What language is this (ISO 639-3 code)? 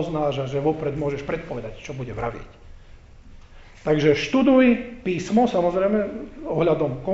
slk